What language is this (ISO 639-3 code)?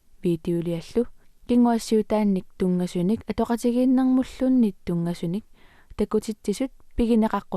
kal